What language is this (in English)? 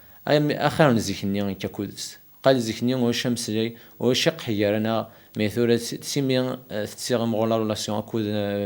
Kabyle